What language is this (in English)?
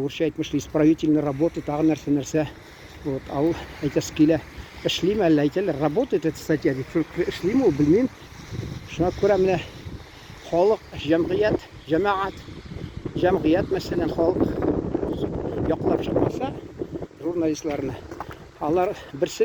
Tatar